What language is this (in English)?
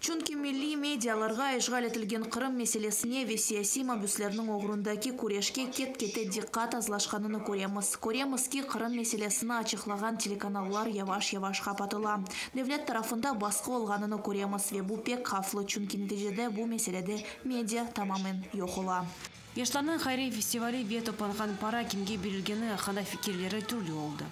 Crimean Tatar